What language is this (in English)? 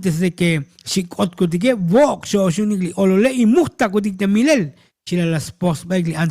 Tzotzil